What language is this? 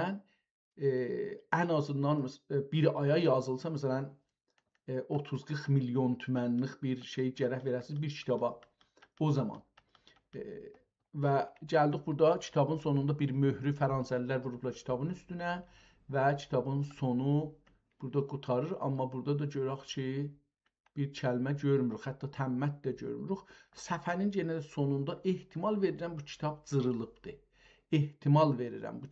South Azerbaijani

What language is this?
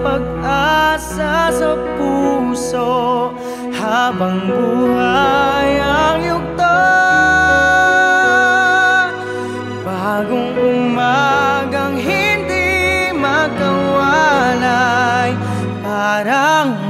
Filipino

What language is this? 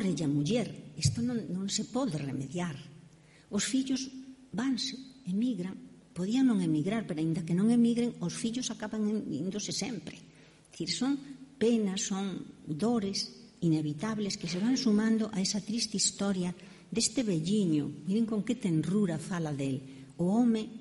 Galician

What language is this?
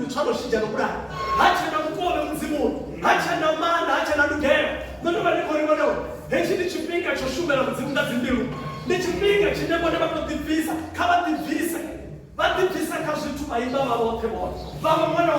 Venda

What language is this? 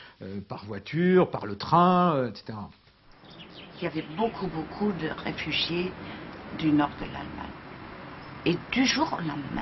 French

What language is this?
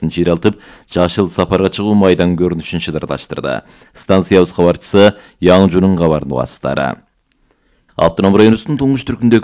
Kyrgyz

